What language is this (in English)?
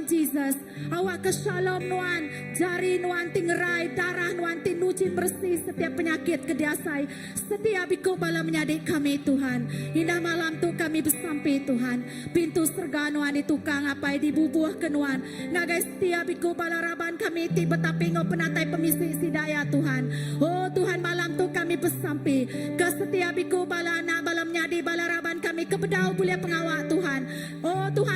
Iban